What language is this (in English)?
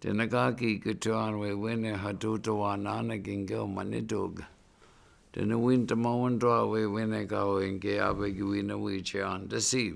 Chippewa